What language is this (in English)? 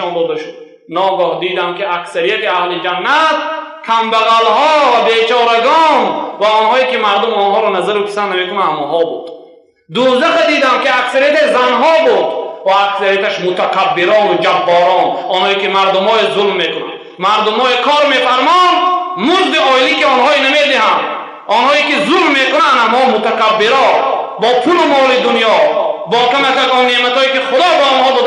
Tajik